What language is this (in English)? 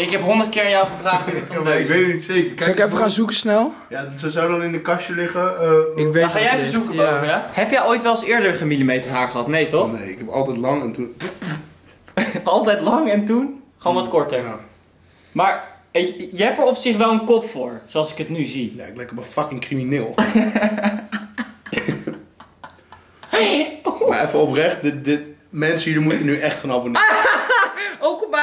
Dutch